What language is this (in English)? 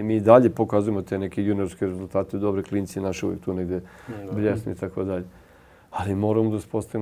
Serbian